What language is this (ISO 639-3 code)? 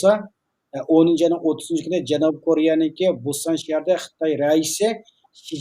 uig